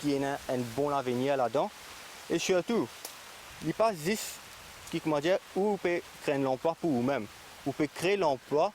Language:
Morisyen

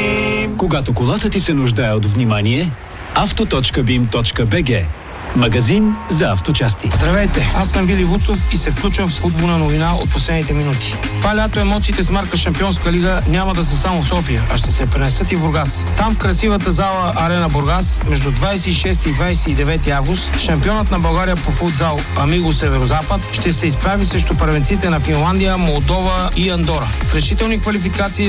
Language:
Bulgarian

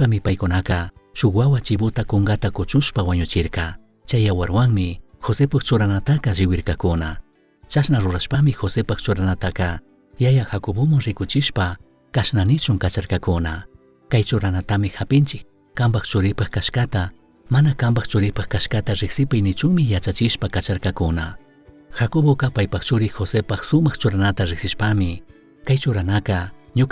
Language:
Chimborazo Highland Quichua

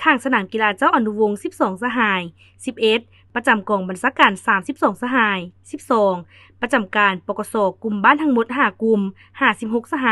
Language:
Lao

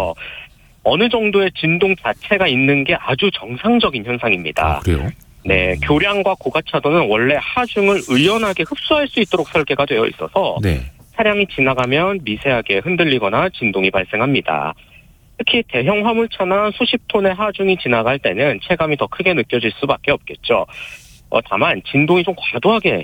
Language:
Korean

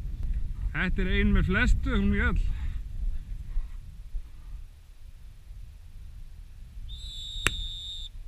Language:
Icelandic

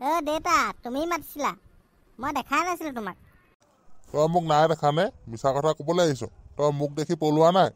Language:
Assamese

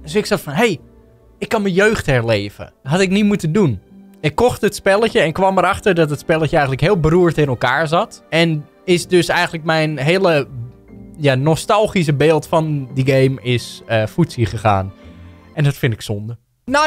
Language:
Dutch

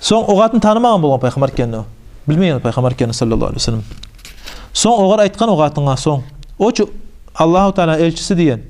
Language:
Kumyk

